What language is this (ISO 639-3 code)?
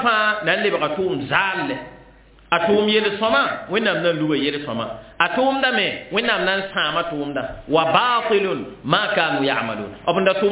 mos